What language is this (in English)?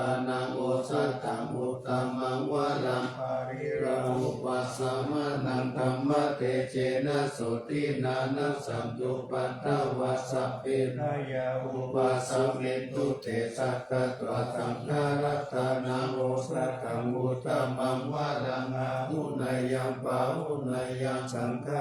Pali